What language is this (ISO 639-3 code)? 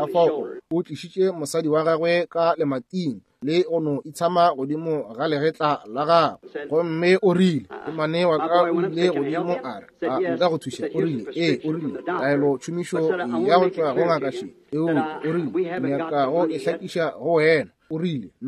nso